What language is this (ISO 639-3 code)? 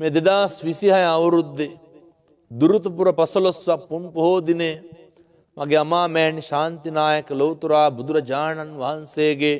sin